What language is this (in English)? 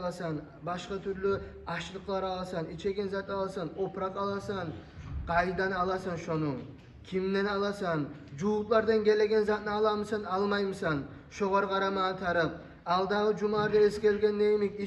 Kumyk